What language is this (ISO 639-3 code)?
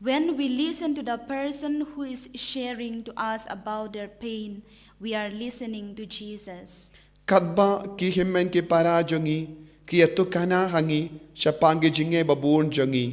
kha